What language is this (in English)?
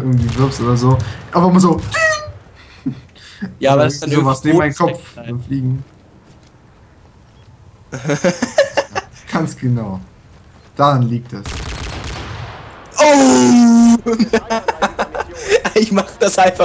German